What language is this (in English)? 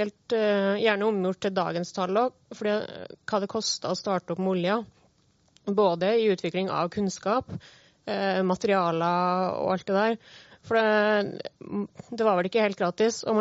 Norwegian